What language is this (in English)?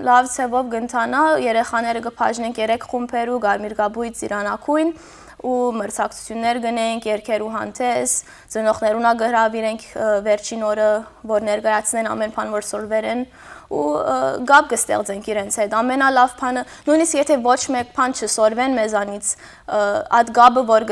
Western Armenian